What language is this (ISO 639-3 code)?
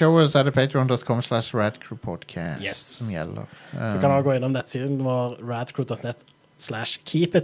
nor